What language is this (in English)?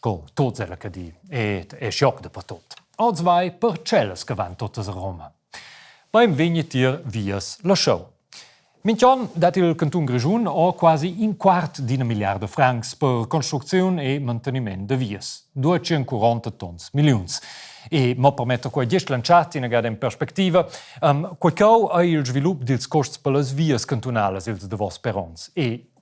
Romansh